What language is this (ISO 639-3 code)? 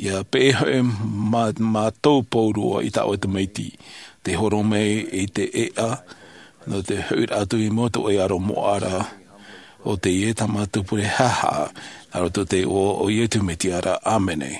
tah